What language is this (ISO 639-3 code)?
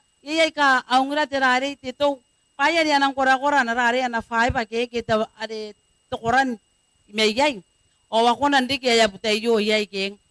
gil